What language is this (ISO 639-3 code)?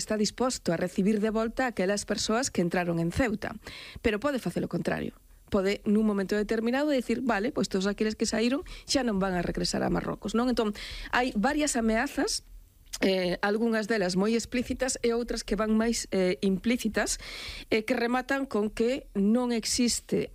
glg